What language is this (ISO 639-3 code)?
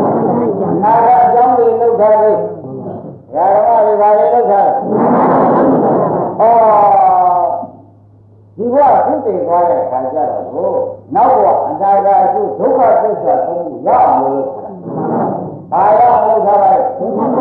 mya